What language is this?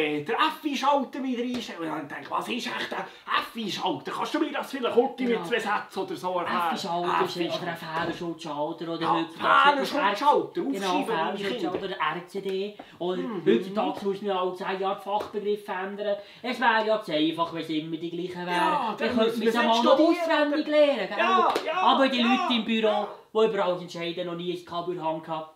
Swiss German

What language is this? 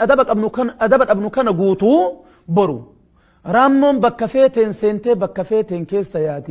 Oromo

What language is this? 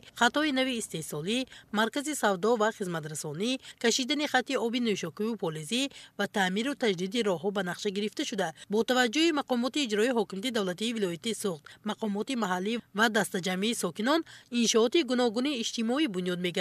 Tajik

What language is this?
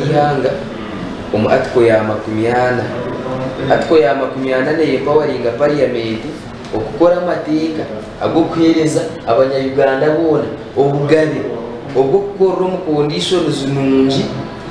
Nyankole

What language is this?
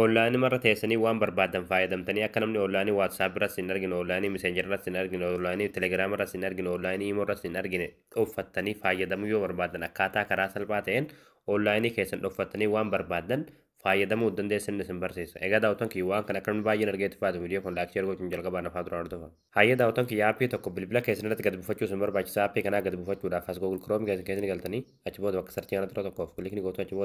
Oromo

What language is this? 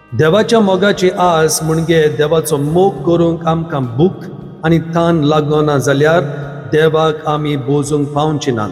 Konkani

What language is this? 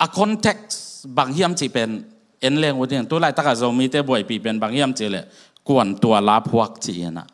Tedim Chin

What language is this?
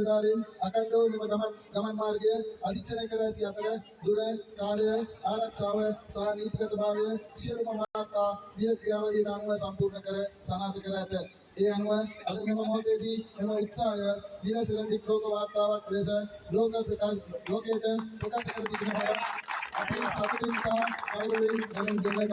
Sinhala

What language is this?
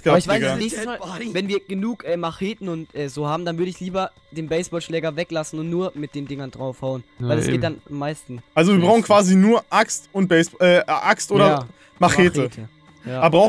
German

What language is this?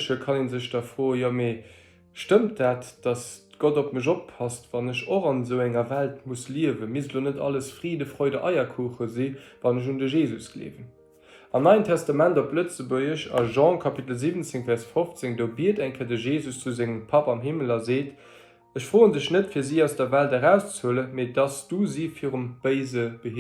Luxembourgish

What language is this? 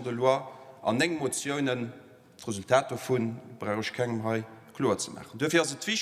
Luxembourgish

